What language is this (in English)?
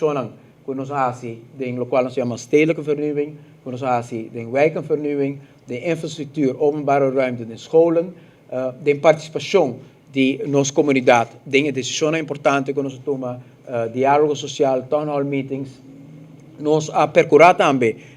Papiamento